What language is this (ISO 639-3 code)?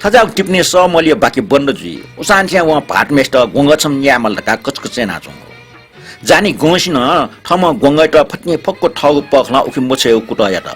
new